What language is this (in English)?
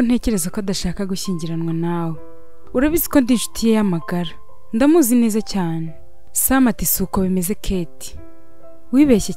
Kinyarwanda